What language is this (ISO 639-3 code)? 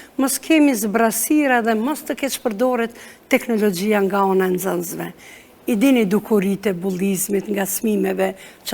sqi